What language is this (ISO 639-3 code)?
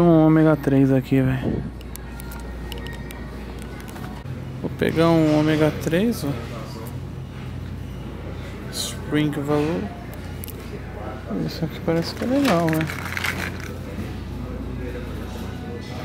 por